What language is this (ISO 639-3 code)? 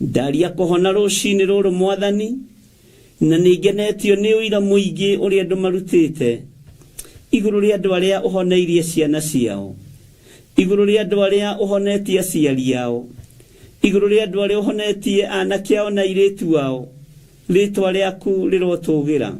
kik